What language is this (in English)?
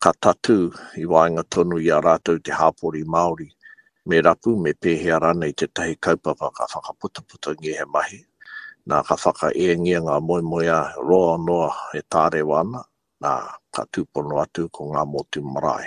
Māori